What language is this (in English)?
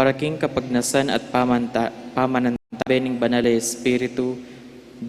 Pampanga